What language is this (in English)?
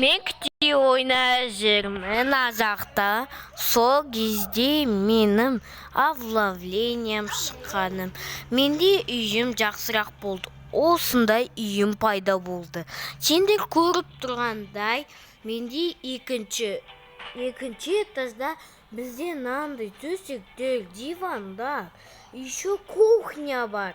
Kazakh